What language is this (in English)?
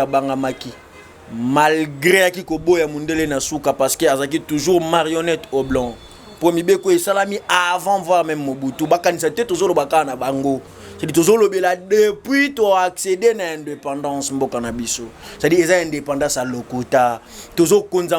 Lingala